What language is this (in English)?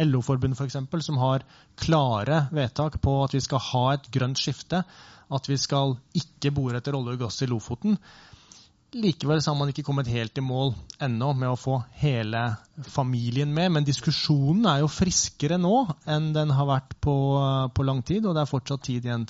Norwegian